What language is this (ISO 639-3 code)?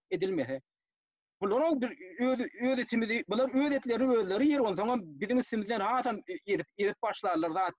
tuk